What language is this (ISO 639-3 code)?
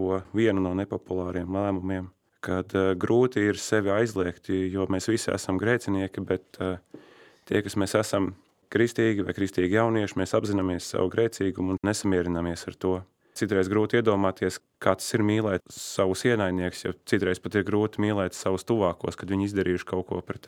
lav